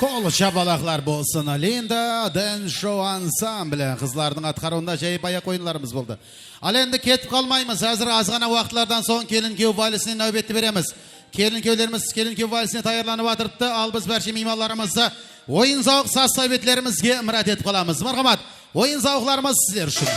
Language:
Kara-Kalpak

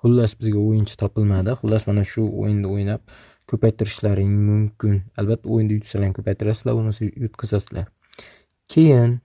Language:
Uzbek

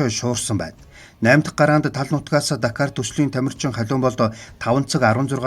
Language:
Mongolian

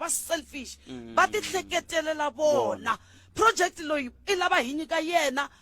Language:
Tsonga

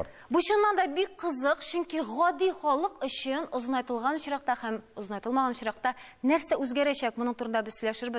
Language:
Tatar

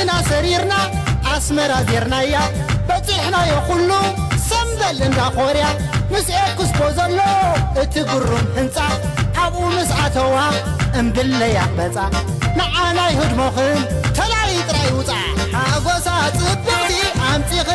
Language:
Tigrinya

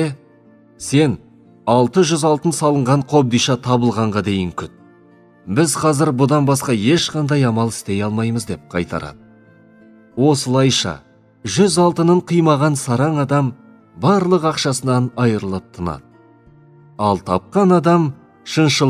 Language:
Kazakh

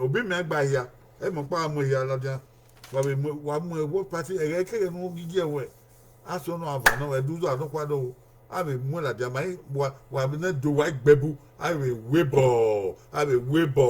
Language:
Bini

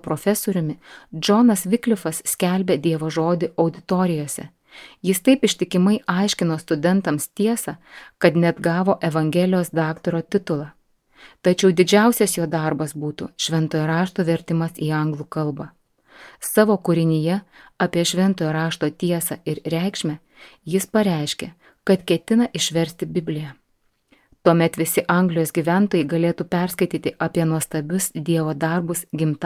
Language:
Lithuanian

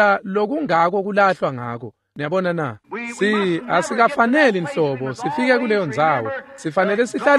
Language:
Swati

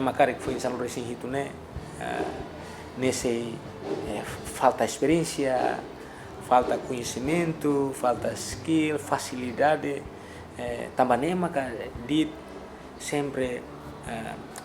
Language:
Tetum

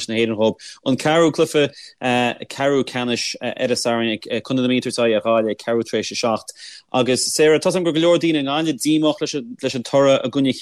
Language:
Irish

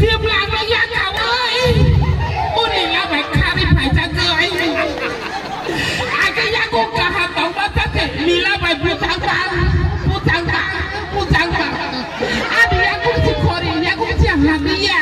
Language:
Kok Borok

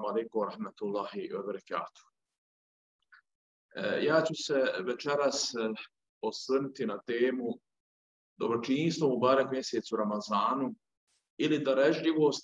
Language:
Bosnian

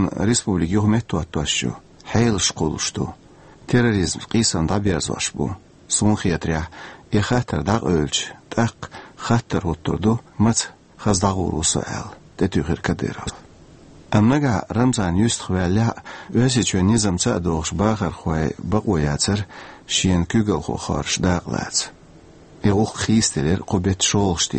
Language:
Chechen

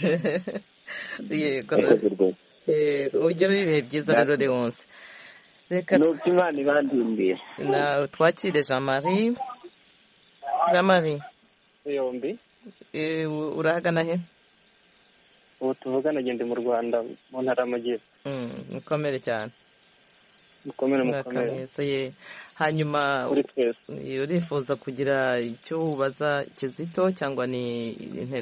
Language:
Kinyarwanda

